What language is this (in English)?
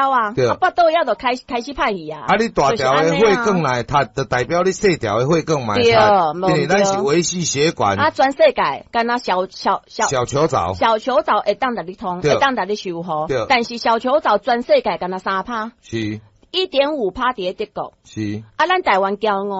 Min Nan Chinese